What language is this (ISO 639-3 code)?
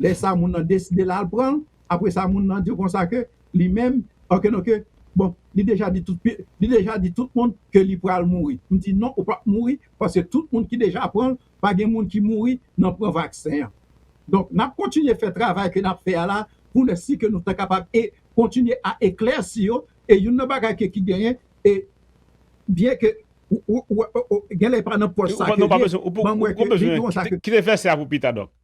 hat